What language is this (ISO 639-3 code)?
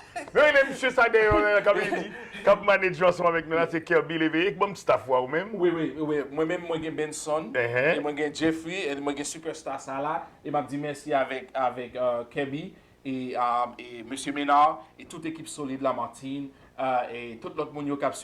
hat